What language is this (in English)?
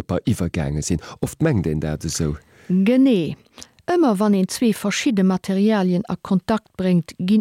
Luxembourgish